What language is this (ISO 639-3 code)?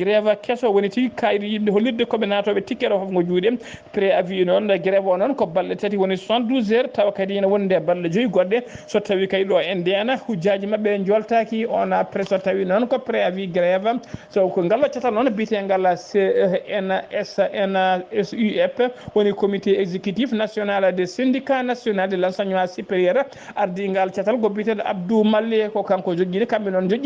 ful